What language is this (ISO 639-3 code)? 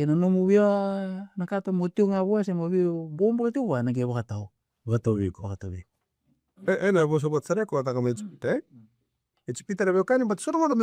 fij